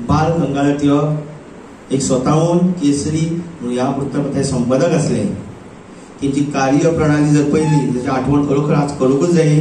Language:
Konkani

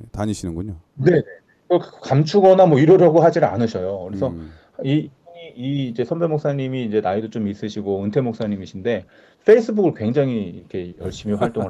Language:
Korean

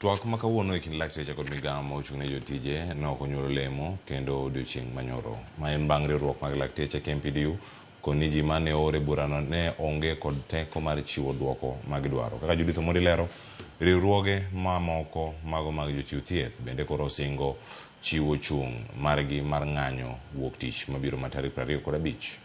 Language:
Luo (Kenya and Tanzania)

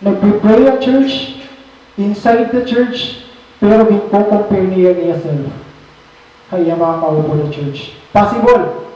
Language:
Waray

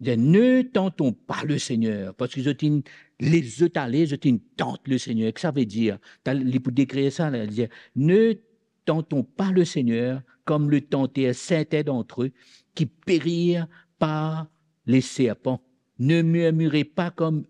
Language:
Morisyen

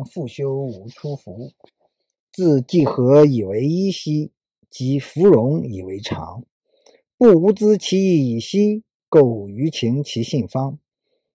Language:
Chinese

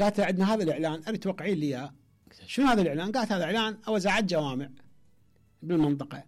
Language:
Mesopotamian Arabic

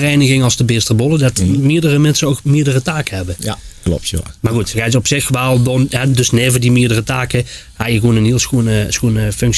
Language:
Limburgish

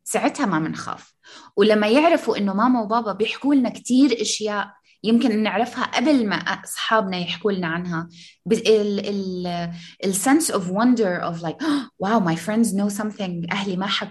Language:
North Levantine Arabic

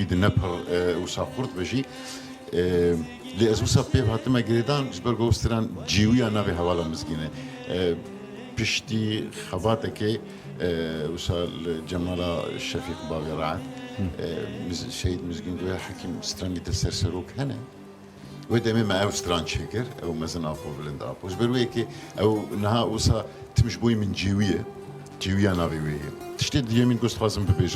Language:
Kurdish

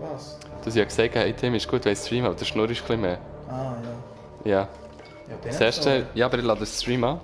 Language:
Swiss German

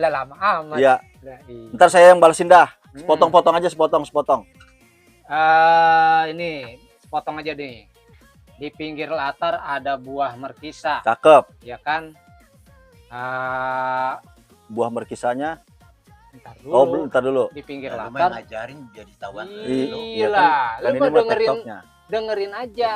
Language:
Betawi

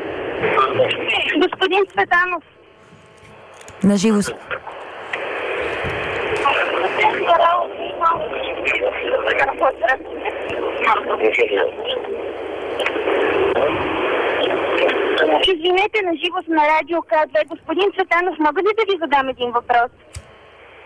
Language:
Bulgarian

